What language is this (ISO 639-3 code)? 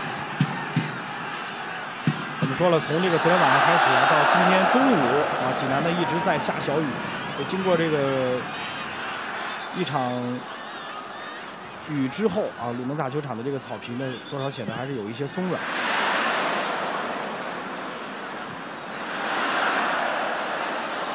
zho